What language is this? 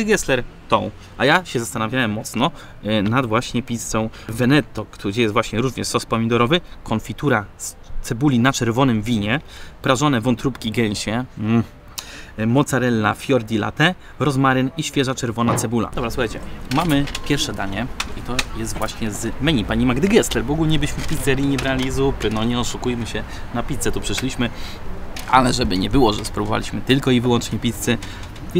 Polish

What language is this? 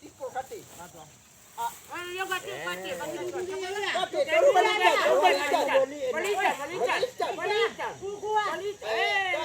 Minangkabau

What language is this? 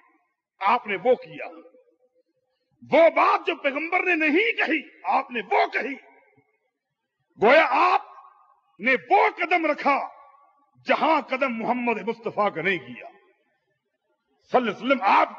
Urdu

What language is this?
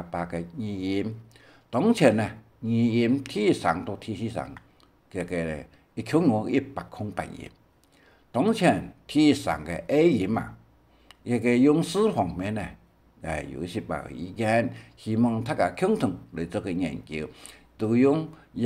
Hakka Chinese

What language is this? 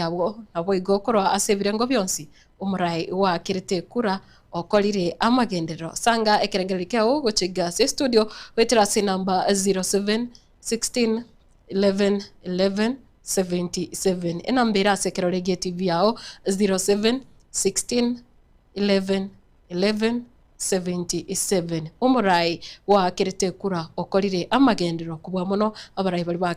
Gusii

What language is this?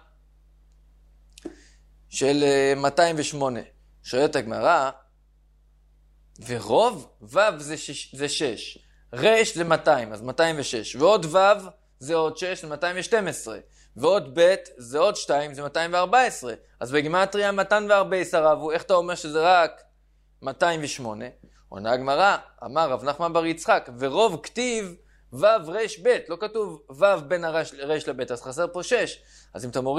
Hebrew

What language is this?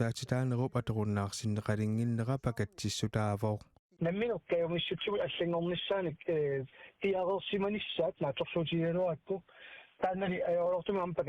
Kalaallisut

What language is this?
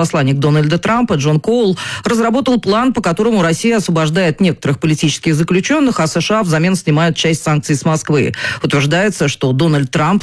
Russian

